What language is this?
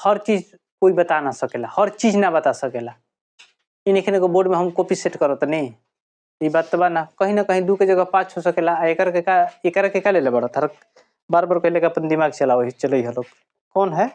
Bhojpuri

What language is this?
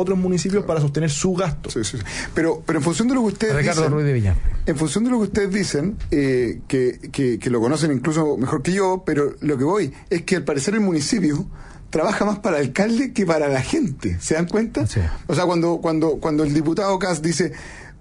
Spanish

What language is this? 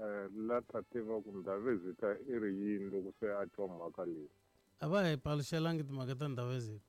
Tsonga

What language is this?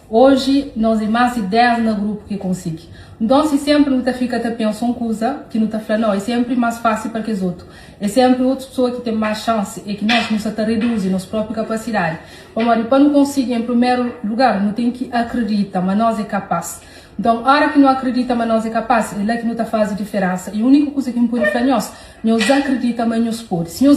Kabuverdianu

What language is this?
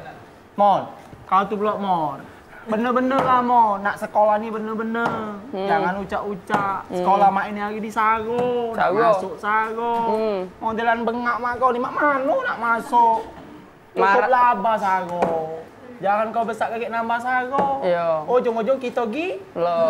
Musi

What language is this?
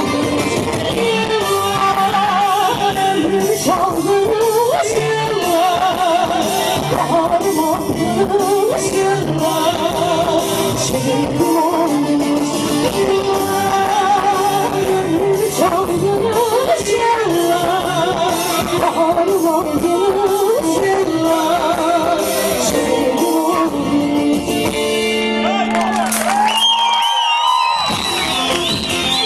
Turkish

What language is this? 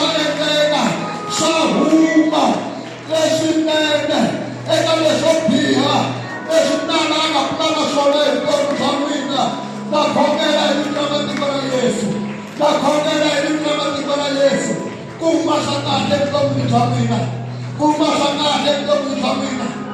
Tsonga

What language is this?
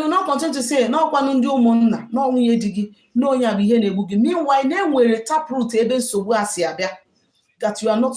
Igbo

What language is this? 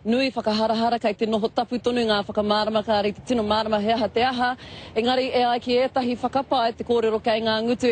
Māori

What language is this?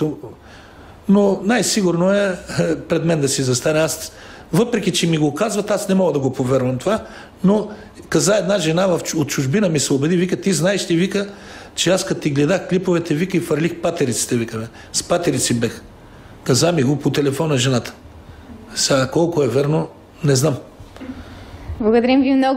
Bulgarian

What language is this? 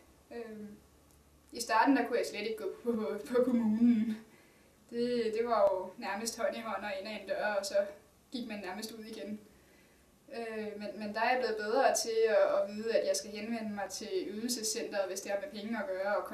Danish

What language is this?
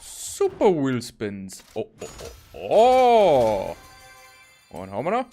Bavarian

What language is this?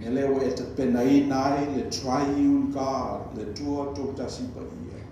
Samoan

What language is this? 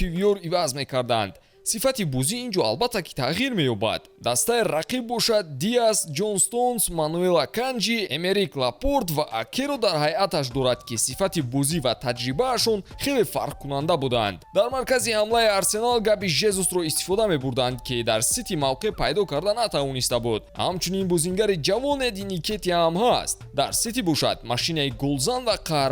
Tajik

